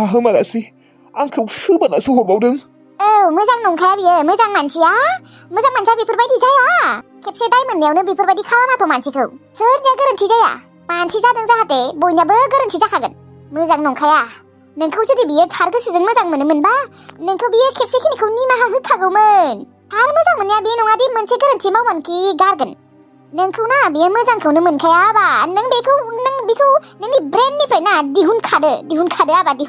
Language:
Bodo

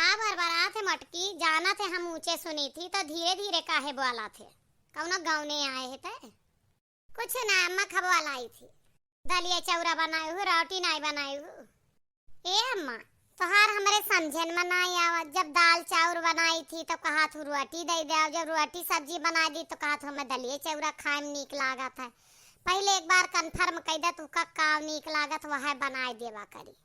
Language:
Awadhi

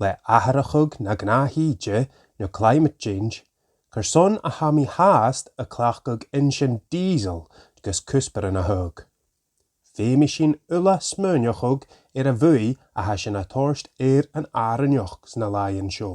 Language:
Scottish Gaelic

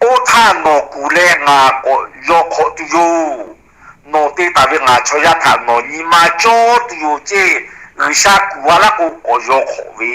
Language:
Lahu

